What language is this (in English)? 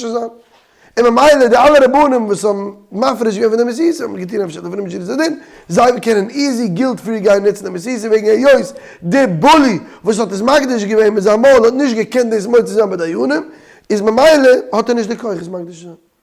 Yiddish